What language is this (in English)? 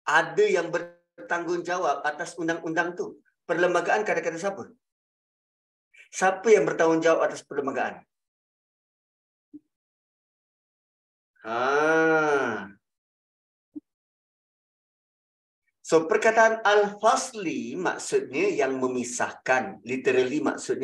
Malay